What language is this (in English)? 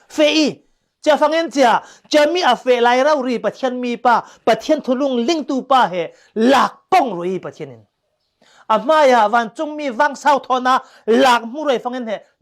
Falam Chin